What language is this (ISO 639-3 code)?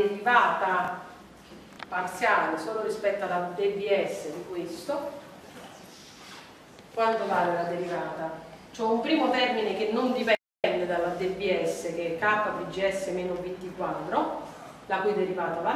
ita